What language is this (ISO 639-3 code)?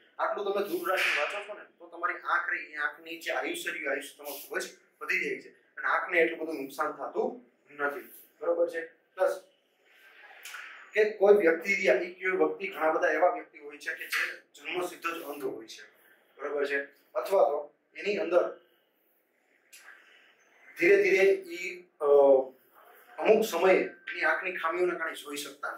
guj